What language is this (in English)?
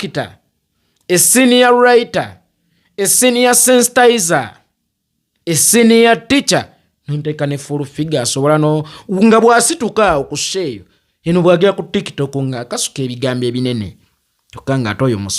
Ganda